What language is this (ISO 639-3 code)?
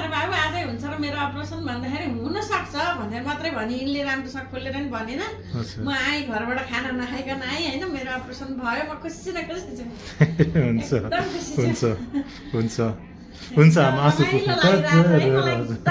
nep